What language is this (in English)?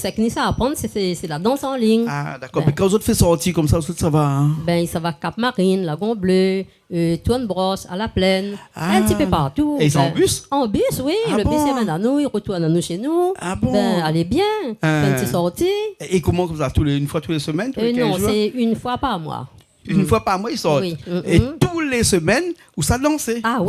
Réunion Creole French